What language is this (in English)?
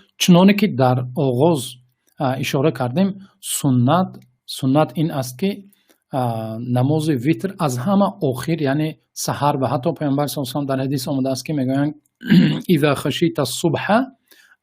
Tajik